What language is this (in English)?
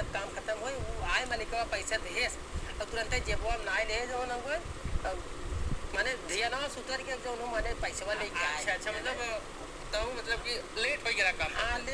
Awadhi